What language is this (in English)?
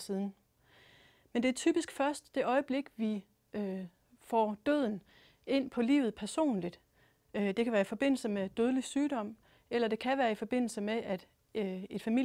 Danish